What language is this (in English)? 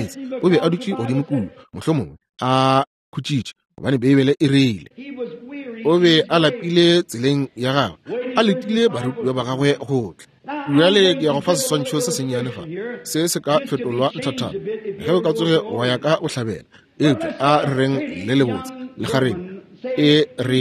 Northern Sotho